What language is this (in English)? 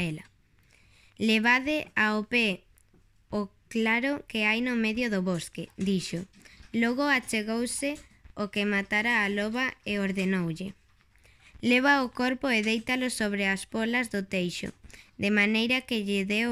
Galician